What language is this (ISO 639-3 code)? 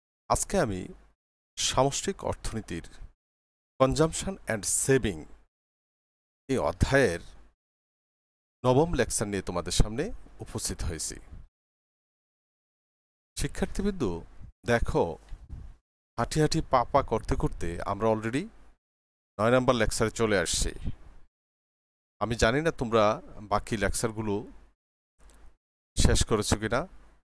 ben